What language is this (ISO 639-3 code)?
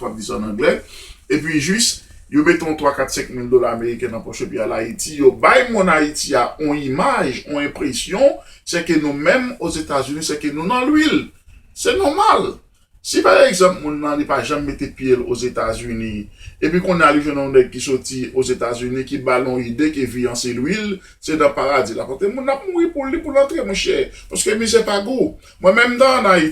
hat